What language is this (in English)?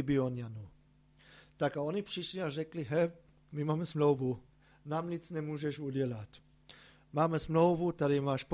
Czech